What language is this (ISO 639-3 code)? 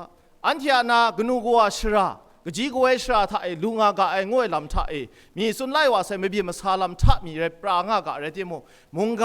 kac